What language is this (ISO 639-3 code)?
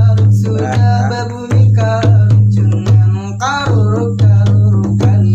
bjn